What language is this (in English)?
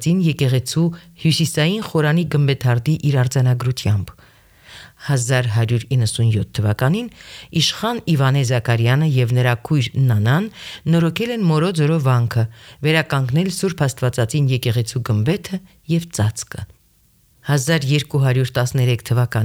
Armenian